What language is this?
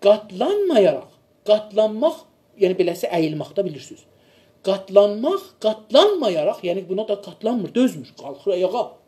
South Azerbaijani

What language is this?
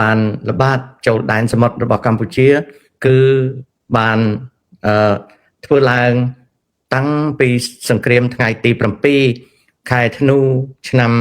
Khmer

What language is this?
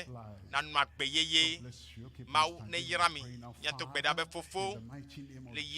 Ewe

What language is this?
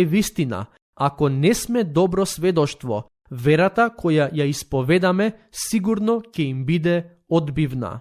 Macedonian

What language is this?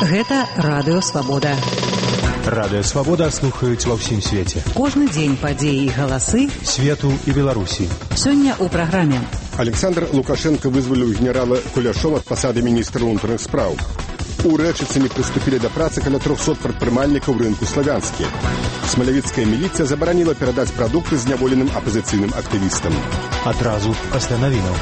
Belarusian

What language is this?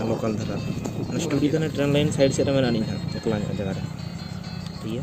Santali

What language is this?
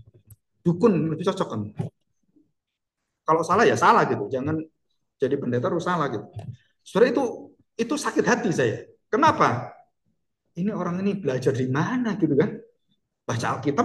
Indonesian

